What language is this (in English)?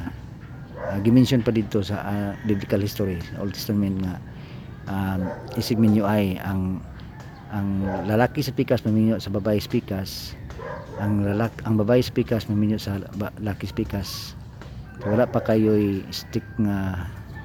Cebuano